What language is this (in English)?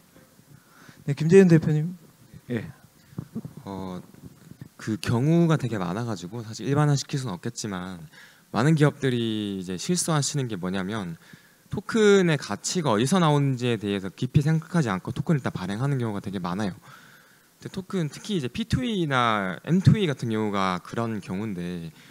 Korean